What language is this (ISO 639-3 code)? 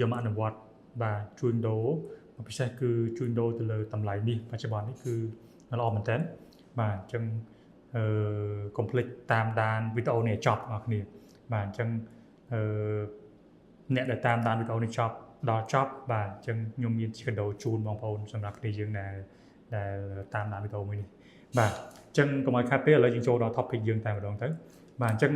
khm